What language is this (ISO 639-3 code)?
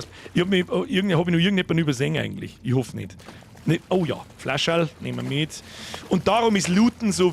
bar